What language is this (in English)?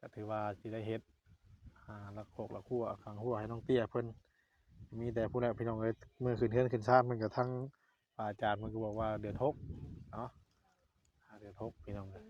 Northeastern Thai